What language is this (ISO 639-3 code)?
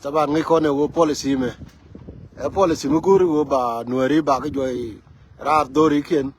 nus